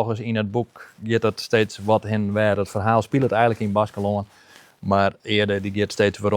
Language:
Western Frisian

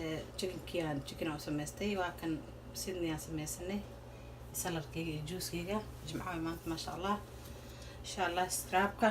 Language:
Somali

